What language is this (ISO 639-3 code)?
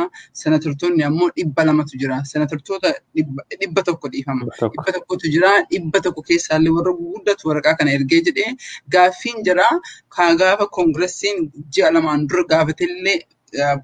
orm